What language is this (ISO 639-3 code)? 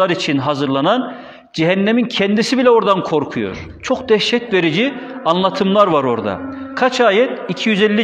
tur